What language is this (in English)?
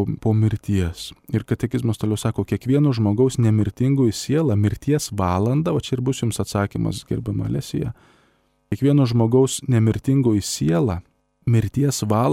Lithuanian